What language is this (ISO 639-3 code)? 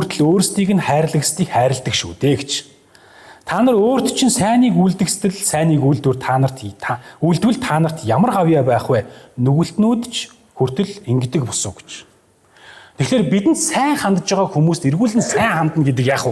mon